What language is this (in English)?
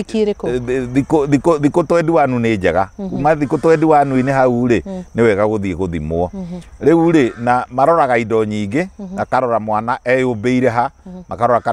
Kikuyu